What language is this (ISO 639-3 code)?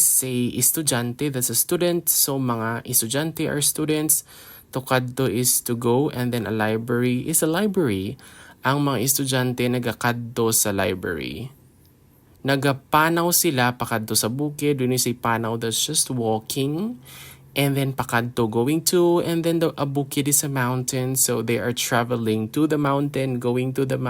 hil